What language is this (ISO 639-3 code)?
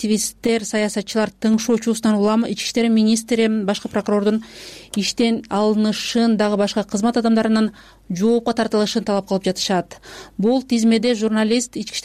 kir